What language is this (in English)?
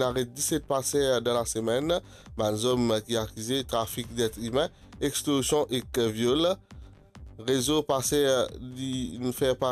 Morisyen